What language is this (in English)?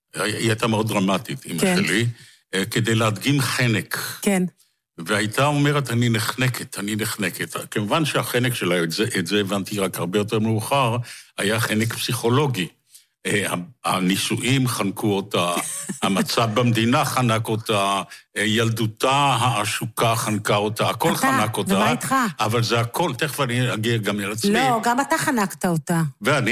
Hebrew